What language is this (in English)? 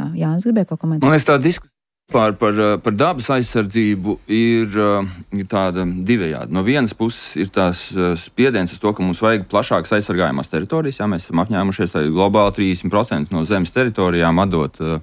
Latvian